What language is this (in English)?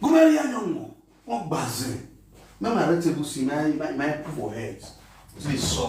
Nigerian Pidgin